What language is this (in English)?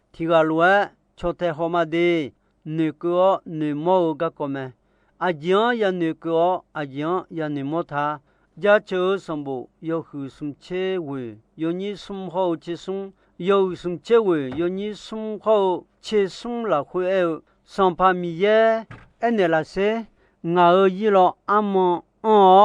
Akha